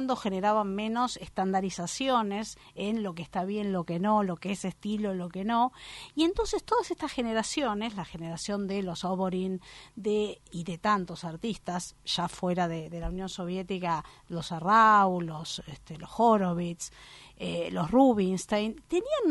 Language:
Spanish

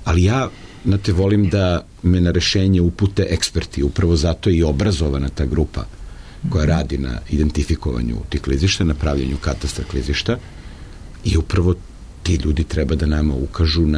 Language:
Serbian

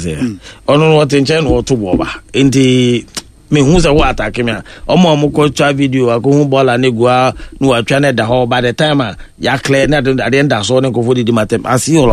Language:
Akan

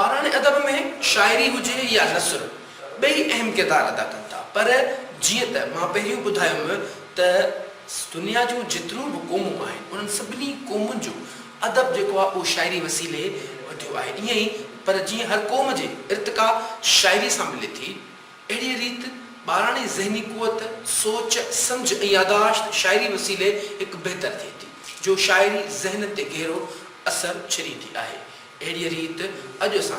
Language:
Sindhi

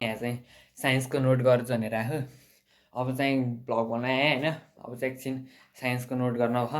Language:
Nepali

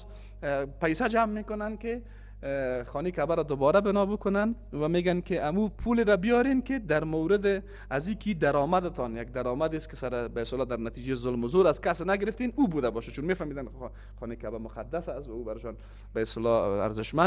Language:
Persian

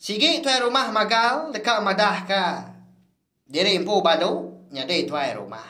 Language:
Iban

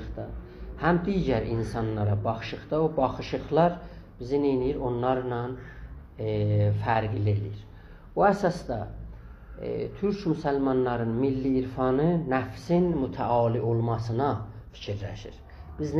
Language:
South Azerbaijani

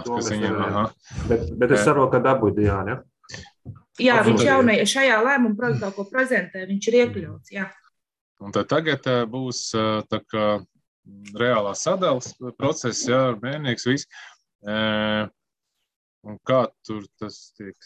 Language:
Latvian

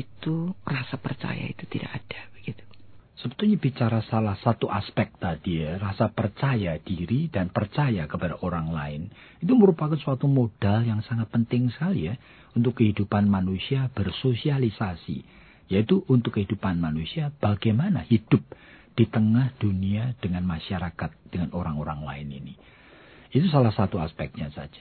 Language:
Indonesian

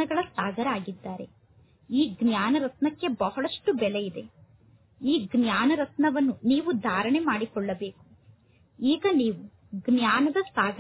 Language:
Kannada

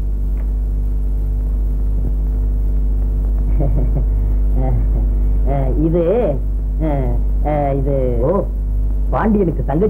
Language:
Tamil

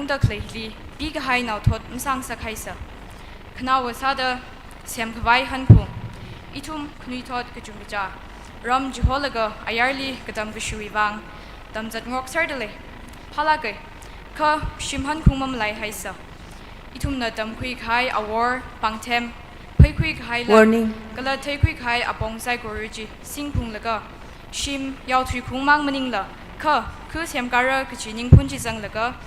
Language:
Tangkhul Naga (India)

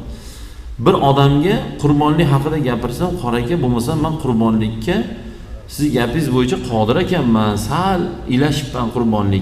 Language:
Uzbek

